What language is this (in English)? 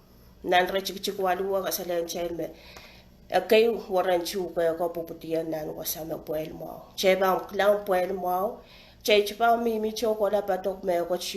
Pohnpeian